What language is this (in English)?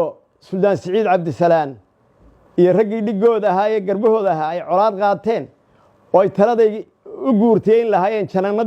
Somali